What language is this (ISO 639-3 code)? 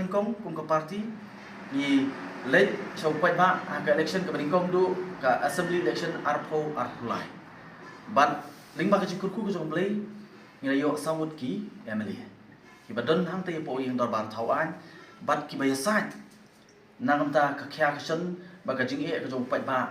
kha